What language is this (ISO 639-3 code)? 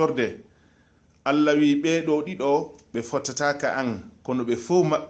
ful